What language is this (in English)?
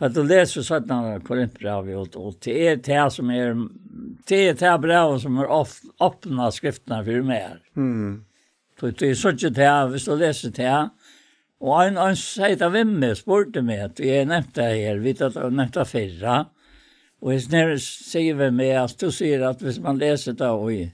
Faroese